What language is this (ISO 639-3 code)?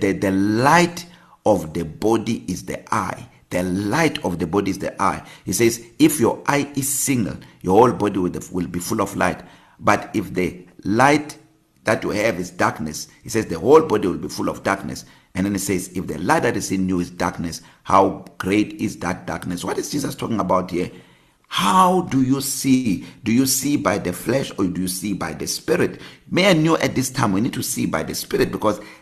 eng